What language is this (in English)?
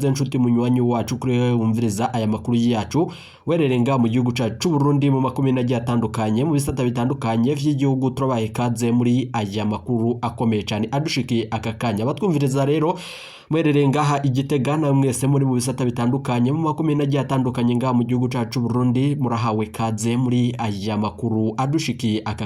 Rundi